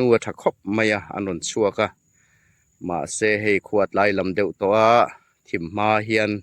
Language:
Hmar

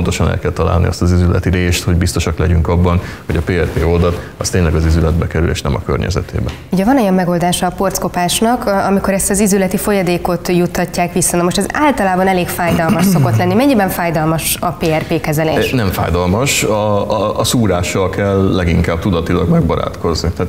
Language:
Hungarian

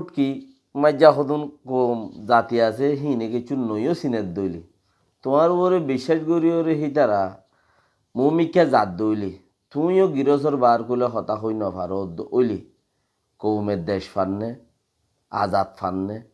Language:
Rohingya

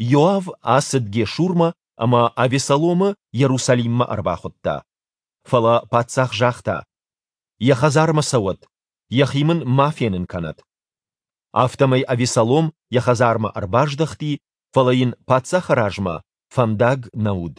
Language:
Ossetic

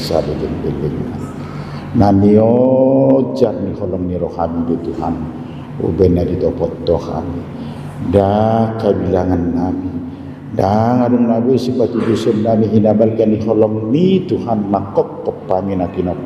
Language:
Batak Toba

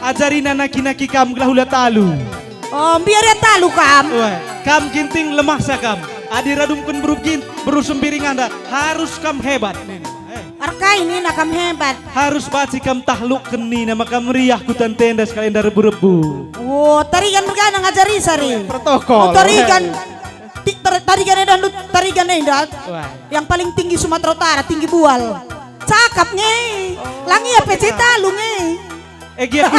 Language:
Batak Karo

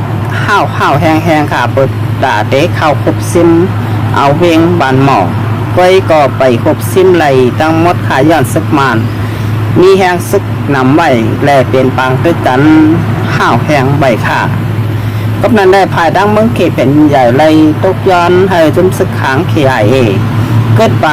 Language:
Shan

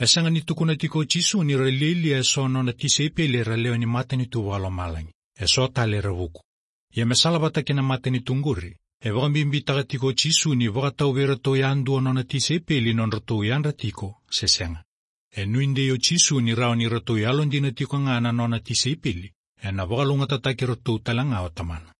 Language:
Fijian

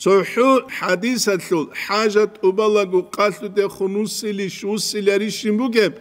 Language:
Avaric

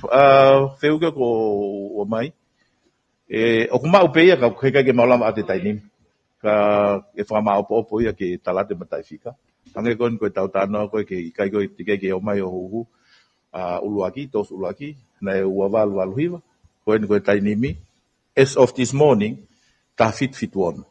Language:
Tongan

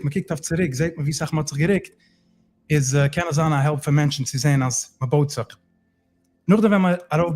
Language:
Yiddish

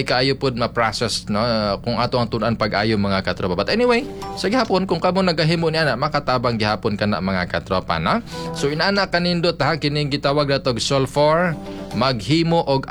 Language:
Cebuano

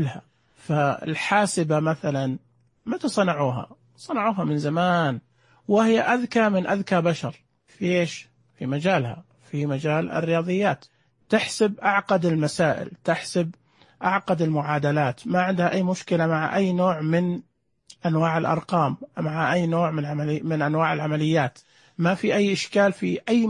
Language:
Najdi Arabic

